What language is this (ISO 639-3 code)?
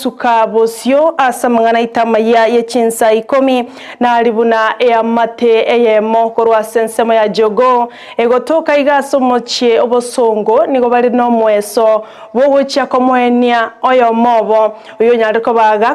guz